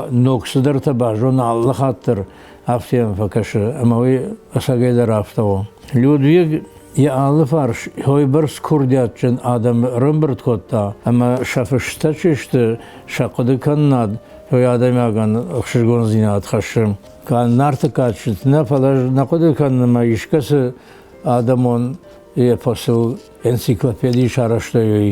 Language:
Ossetic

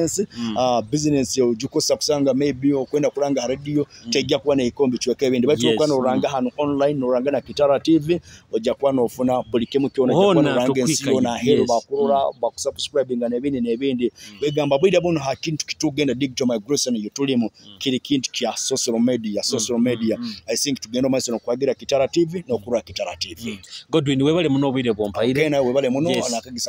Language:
Nyoro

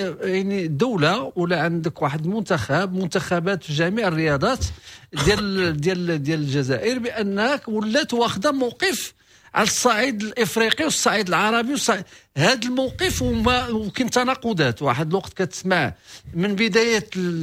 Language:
Moroccan Arabic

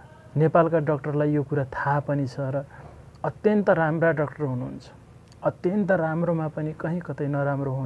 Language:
Nepali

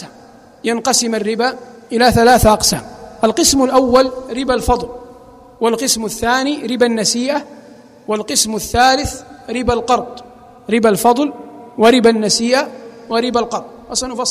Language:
Arabic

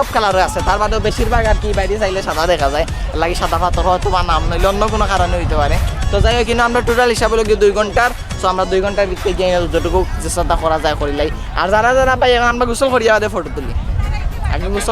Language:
Sylheti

